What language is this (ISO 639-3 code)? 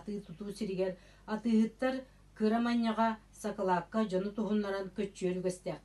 sah